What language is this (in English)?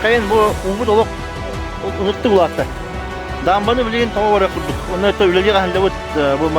Yakut